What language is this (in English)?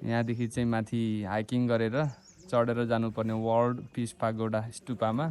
Nepali